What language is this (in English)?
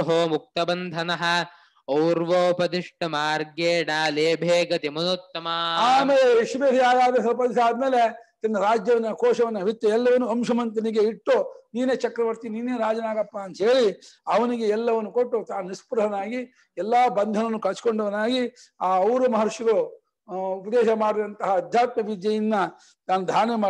Kannada